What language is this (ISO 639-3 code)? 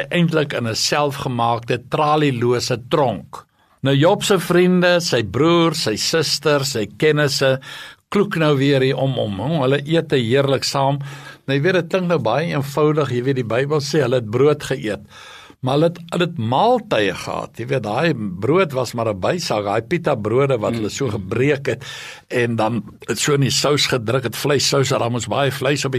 afr